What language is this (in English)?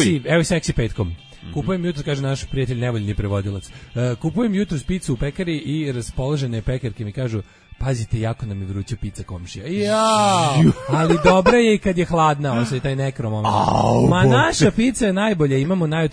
Serbian